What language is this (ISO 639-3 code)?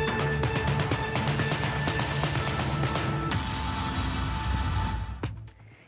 ell